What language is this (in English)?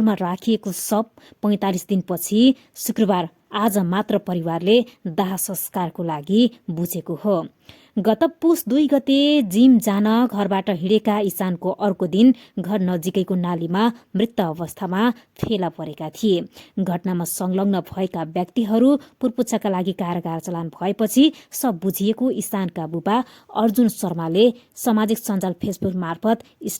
Nepali